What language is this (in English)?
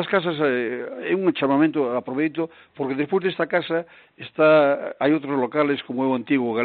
Galician